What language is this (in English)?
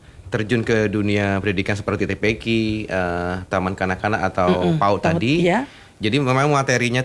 Indonesian